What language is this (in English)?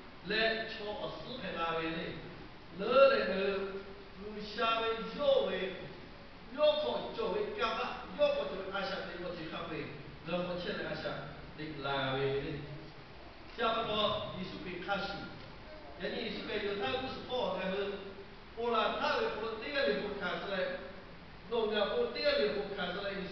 Lahu